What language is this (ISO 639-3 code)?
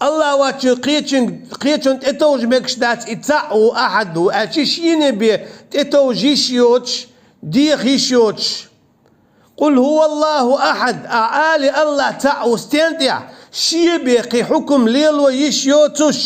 che